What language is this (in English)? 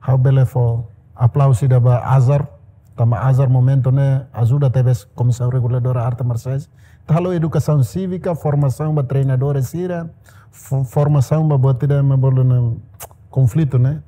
Tetum